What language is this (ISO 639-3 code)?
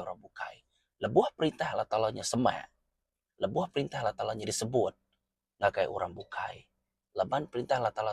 iba